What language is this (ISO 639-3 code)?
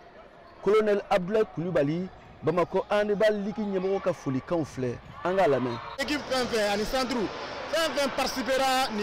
bam